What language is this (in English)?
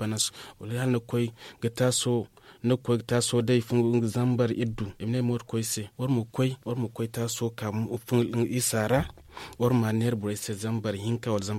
Zarma